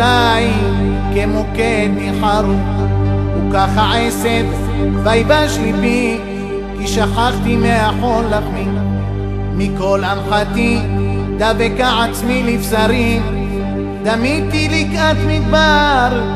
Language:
Hebrew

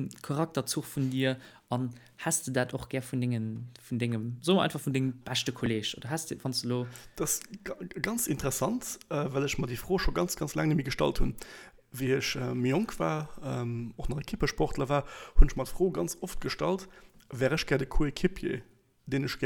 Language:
Luxembourgish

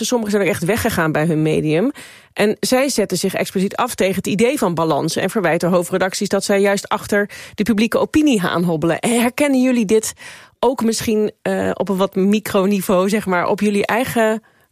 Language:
Dutch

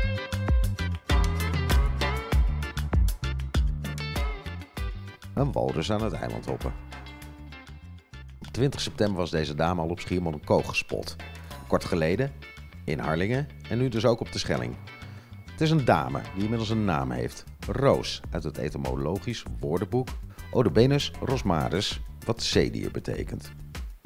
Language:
Dutch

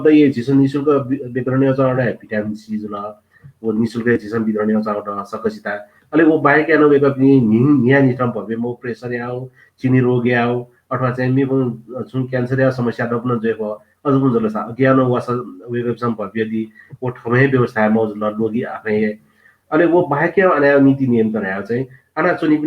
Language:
Newari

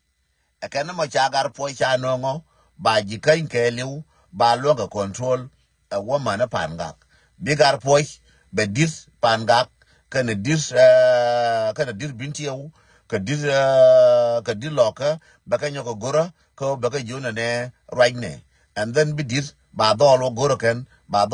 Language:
Nuer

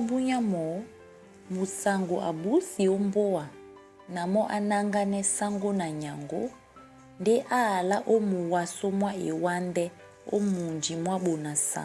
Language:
Duala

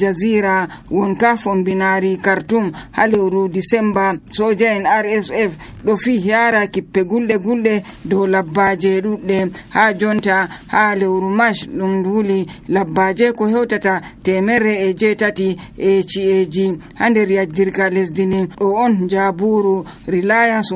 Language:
Nigerian Fulfulde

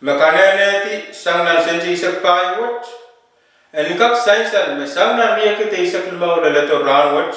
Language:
Pohnpeian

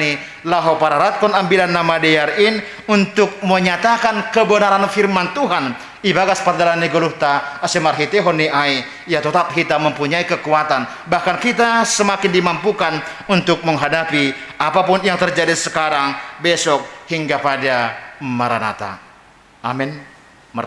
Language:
Batak Simalungun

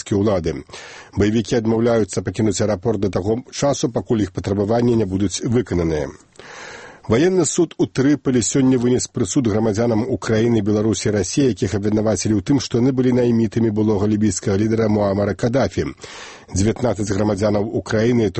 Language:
Belarusian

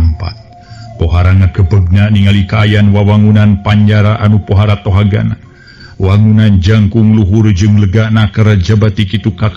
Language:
Sundanese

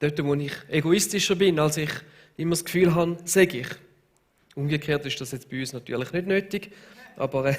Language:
Swiss German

